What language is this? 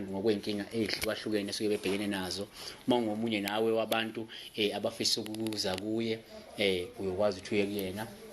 Zulu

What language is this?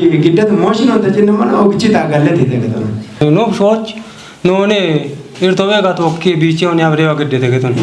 Kafa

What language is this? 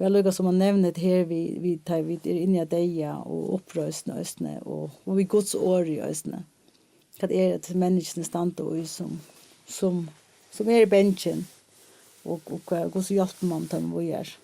Faroese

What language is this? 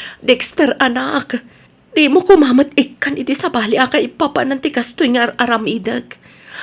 Iloko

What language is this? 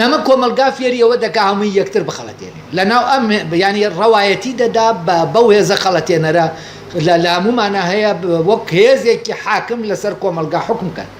Central Kurdish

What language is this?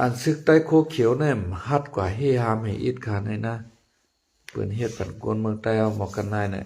Lao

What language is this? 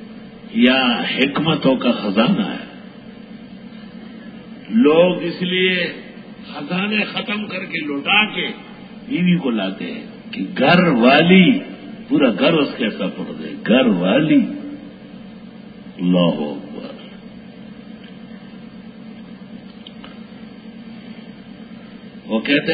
Urdu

